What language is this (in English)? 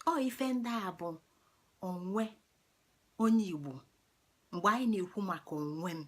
Igbo